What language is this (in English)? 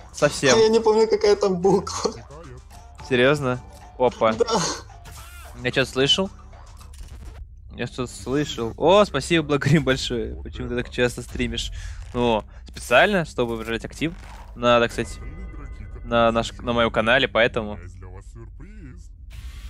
Russian